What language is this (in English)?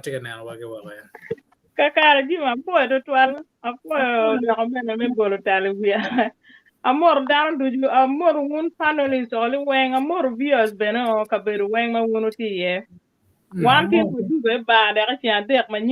Acoli